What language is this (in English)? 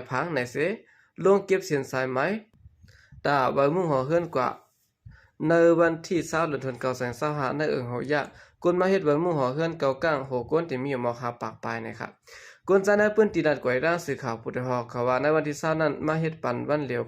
Shan